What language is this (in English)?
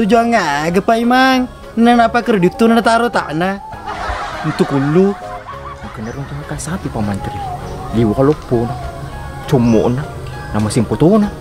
Buginese